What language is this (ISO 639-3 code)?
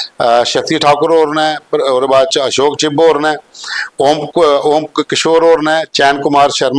doi